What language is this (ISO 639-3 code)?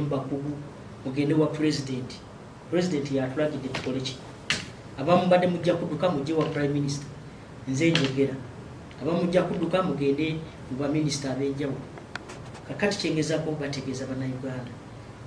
lug